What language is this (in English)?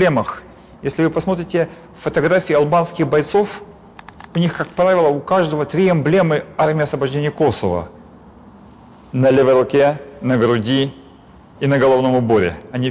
Russian